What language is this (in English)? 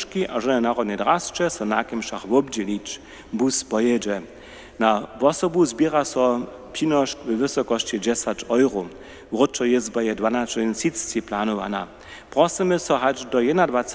Upper Sorbian